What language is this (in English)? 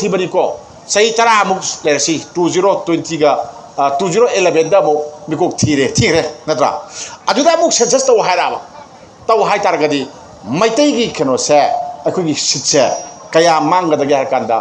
Manipuri